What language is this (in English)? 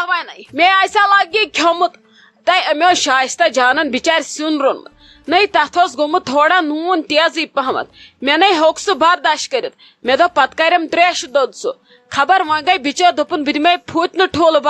Kashmiri